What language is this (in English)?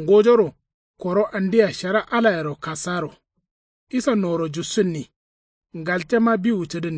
Kanuri